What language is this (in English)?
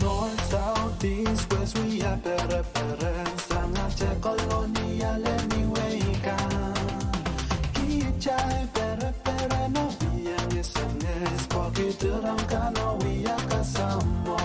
Pohnpeian